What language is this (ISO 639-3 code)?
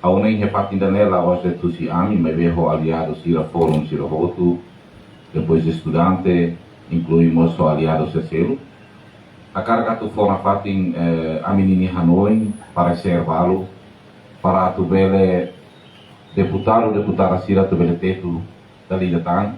tet